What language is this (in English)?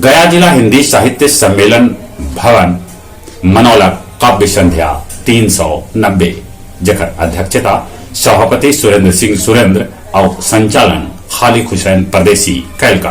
Magahi